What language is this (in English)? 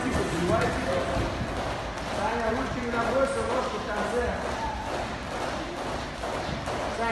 Russian